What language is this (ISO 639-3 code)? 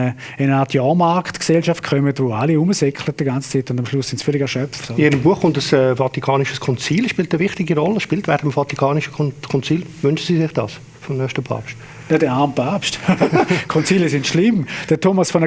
gsw